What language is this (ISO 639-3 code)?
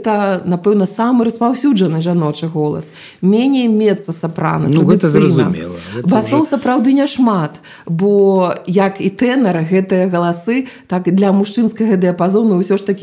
bel